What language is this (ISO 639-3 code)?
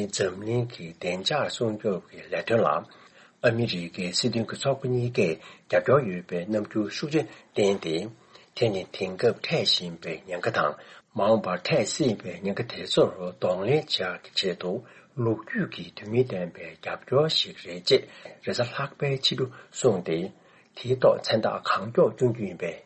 bod